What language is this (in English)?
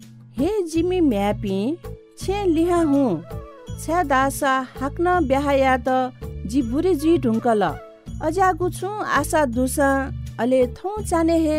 Newari